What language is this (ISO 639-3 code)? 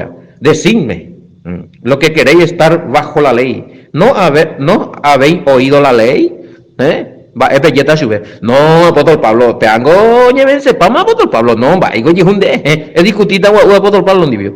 grn